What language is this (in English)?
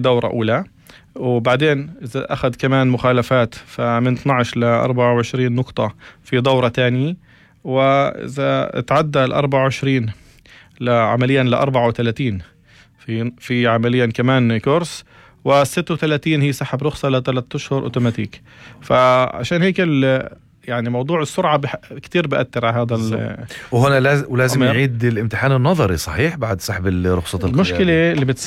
North Levantine Arabic